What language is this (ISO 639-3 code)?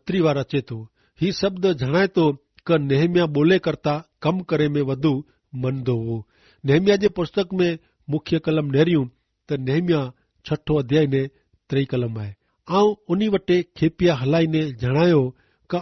kfr